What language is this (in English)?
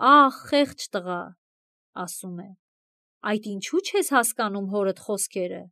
Armenian